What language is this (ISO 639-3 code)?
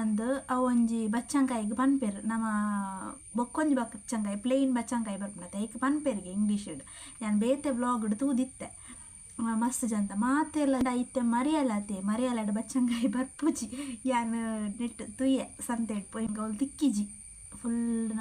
tcy